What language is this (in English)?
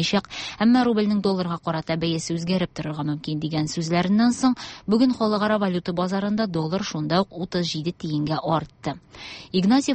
Tatar